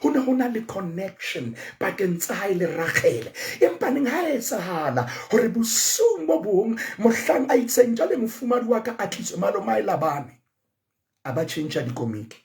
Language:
Southern Sotho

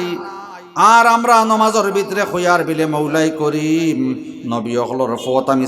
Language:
Sylheti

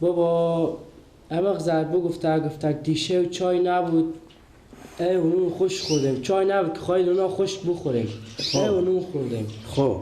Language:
Persian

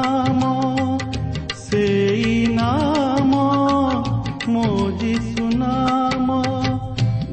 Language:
Odia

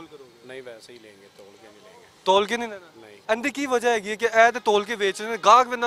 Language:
Western Panjabi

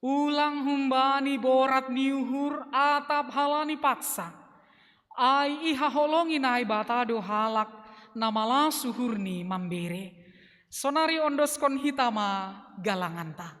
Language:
Batak Simalungun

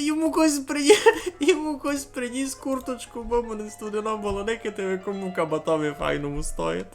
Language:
Rusyn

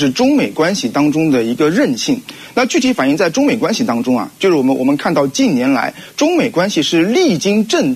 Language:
Chinese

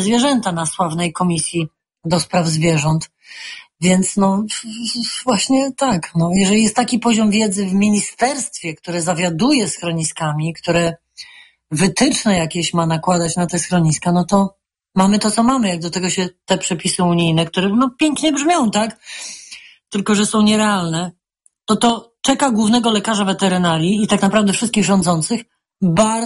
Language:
Polish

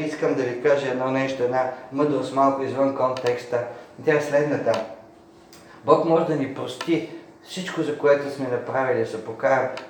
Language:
Bulgarian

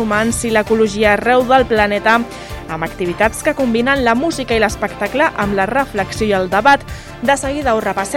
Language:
Catalan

